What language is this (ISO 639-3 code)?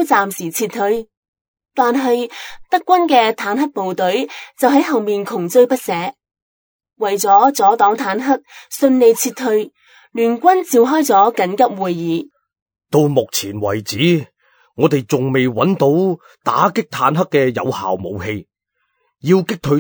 yue